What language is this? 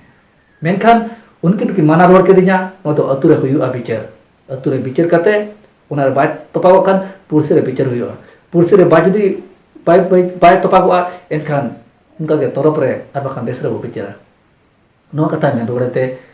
Santali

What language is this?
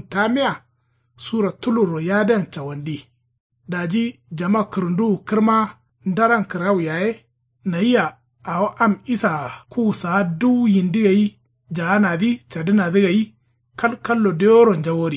Kanuri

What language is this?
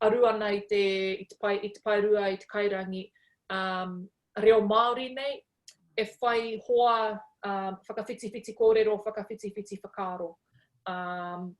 Māori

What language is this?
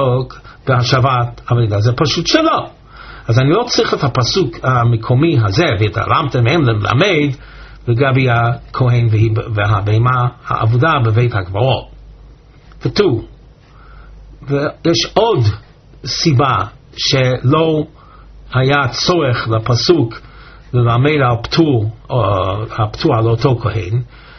Hebrew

